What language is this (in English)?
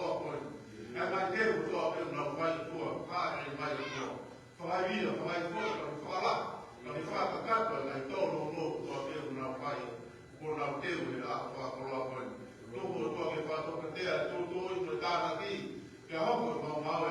Tongan